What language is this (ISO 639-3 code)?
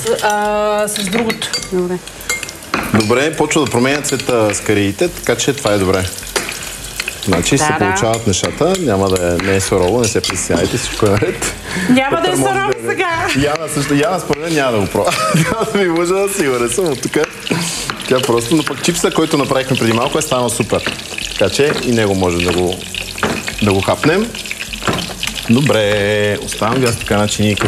bul